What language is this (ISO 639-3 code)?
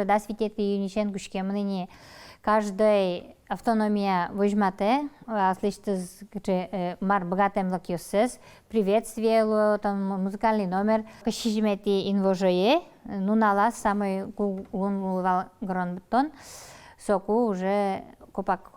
udm